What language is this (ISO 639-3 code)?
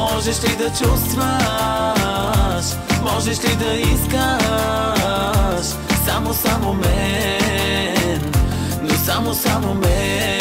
bul